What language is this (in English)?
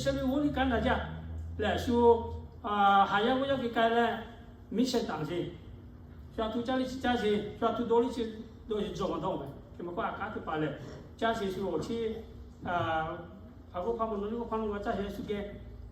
Lahu